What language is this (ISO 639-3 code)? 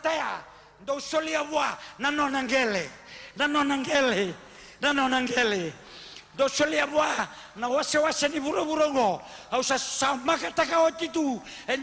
fij